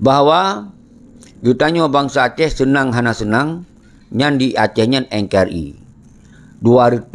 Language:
Achinese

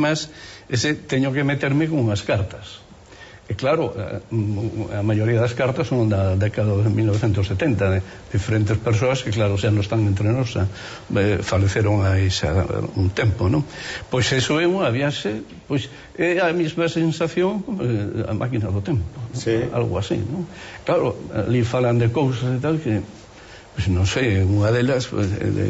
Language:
Galician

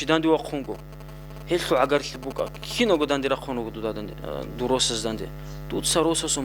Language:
Avaric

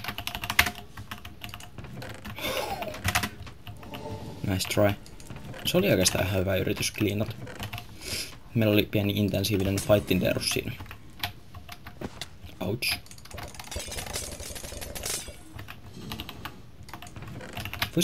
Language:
Finnish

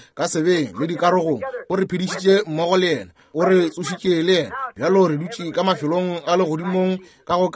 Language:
Northern Sotho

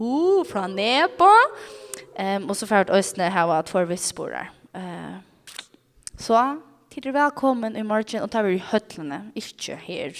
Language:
Faroese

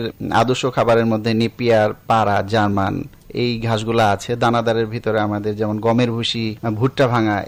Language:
Bangla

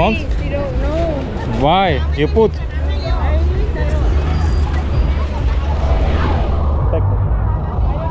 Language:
Slovak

